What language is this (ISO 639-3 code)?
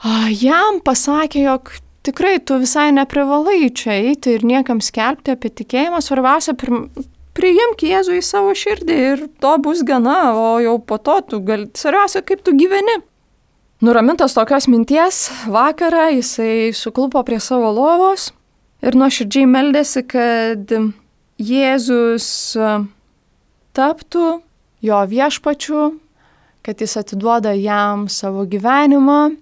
lit